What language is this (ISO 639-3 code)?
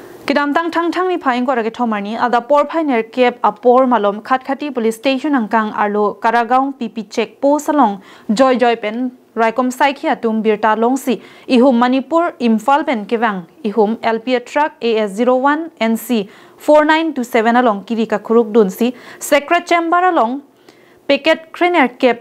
mjw